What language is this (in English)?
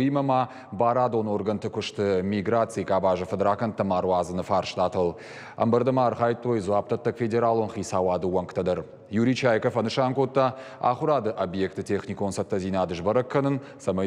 Ossetic